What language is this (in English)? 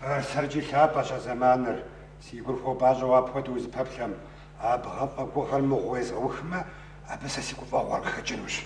Kabardian